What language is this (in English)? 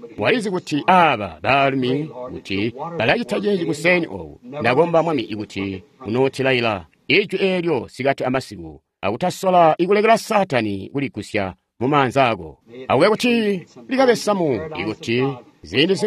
Tonga (Zambia)